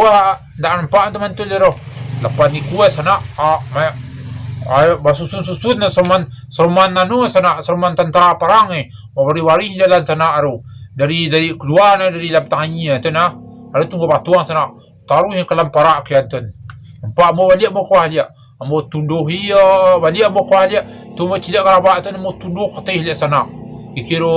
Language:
Minangkabau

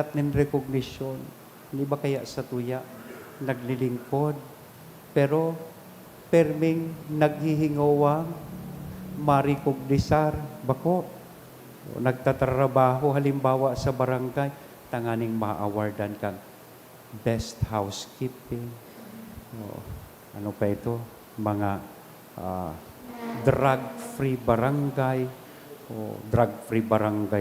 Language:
Bikol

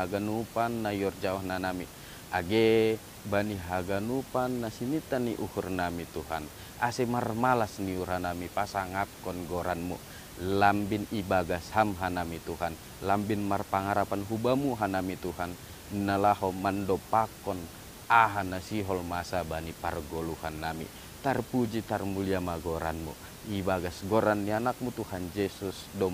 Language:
Batak Simalungun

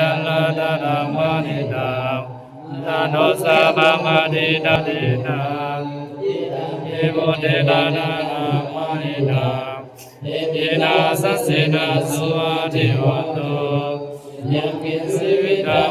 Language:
Pali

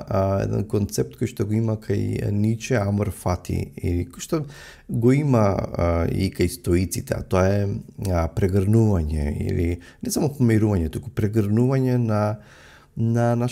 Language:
Macedonian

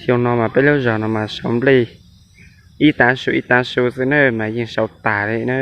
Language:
Hmong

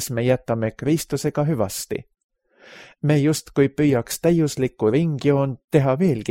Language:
Estonian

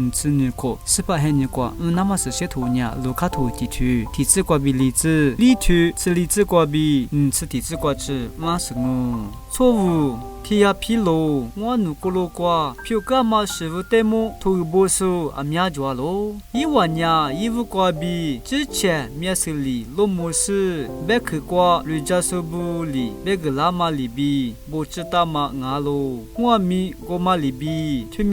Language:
Lisu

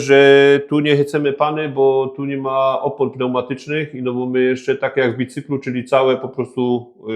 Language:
Silesian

